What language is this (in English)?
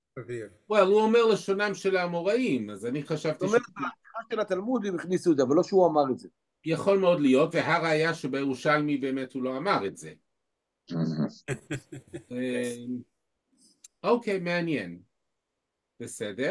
Hebrew